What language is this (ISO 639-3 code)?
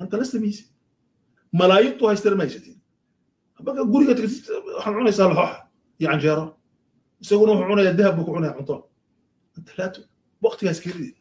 som